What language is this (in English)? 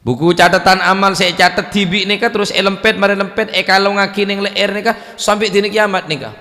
Madurese